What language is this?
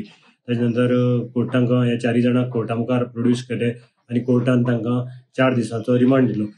Konkani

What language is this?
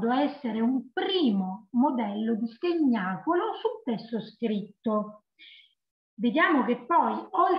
Italian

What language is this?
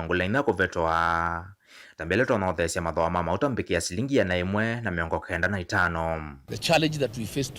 Kamba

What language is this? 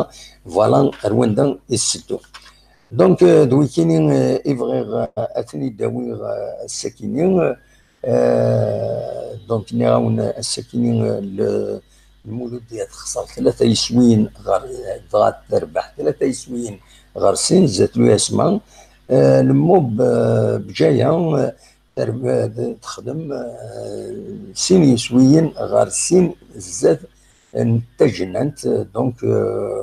Kabyle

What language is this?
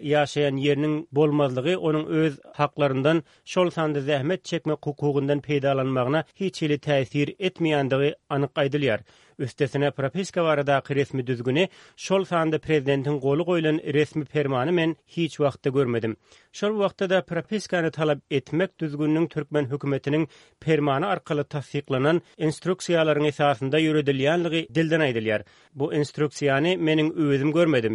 Turkmen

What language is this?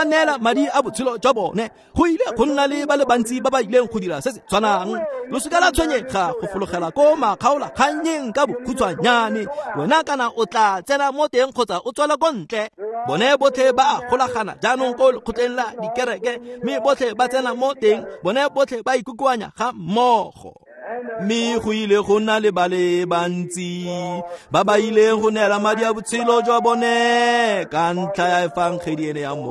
Tswana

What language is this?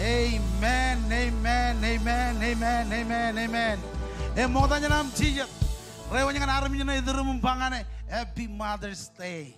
Marshallese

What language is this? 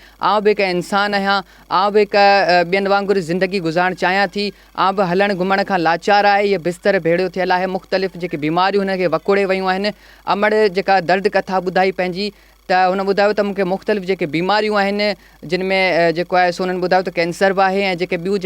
Sindhi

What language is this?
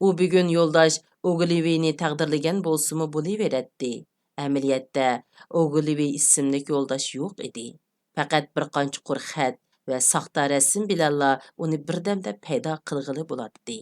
Uyghur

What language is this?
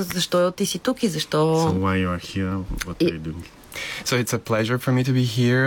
Bulgarian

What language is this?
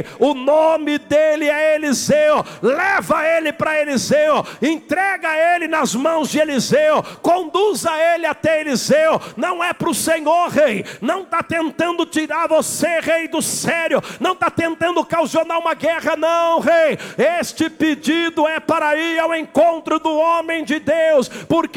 Portuguese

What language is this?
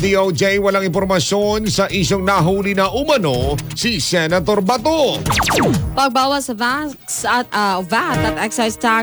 Filipino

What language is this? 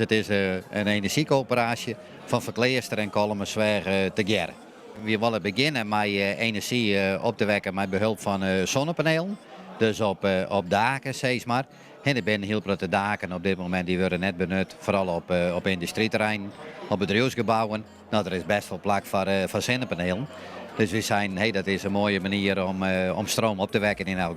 Western Frisian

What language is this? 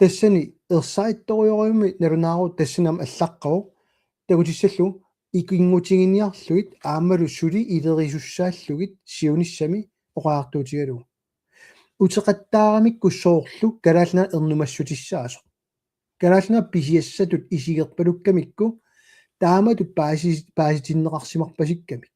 Kalaallisut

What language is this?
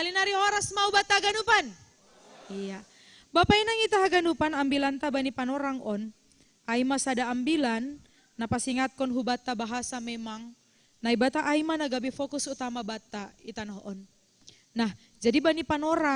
Batak Simalungun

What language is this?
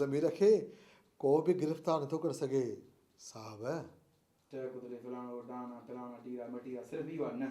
Sindhi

